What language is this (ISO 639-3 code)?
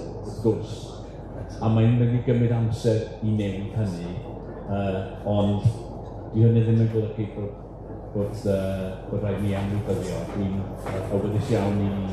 cym